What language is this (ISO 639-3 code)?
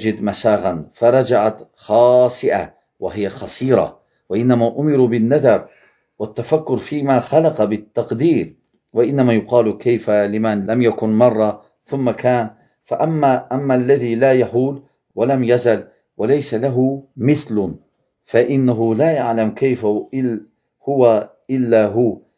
aze